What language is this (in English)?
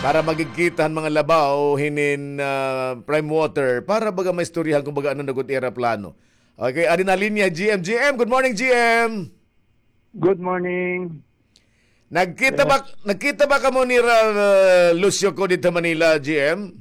Waray